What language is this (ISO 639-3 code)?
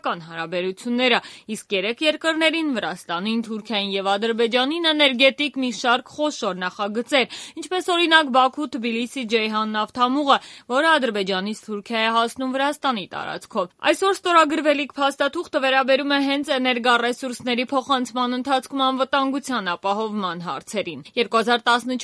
hye